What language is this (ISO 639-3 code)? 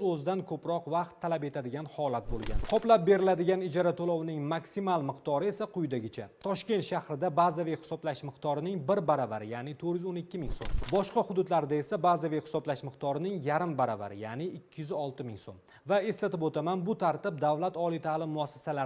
uzb